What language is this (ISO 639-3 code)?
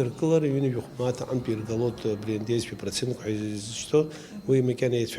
abk